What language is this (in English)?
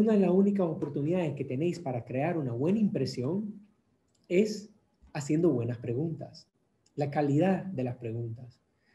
Spanish